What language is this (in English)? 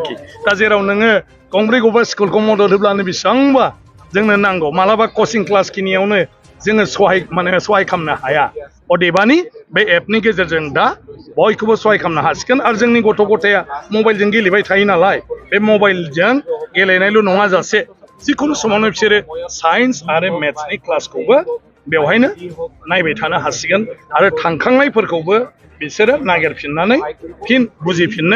Bodo